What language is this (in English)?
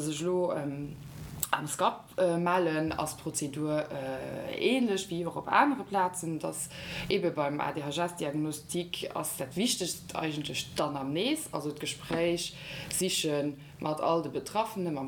Luxembourgish